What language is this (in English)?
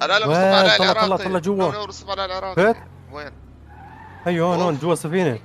North Levantine Arabic